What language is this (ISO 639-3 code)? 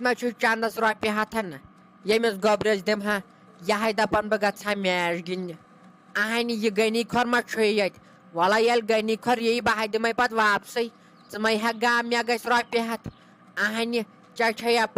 kas